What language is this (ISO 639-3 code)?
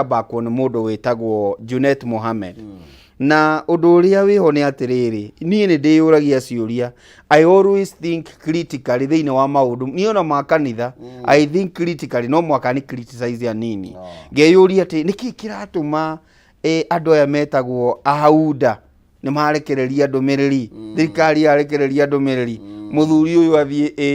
kik